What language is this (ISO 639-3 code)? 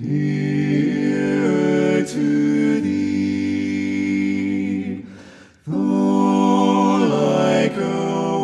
pck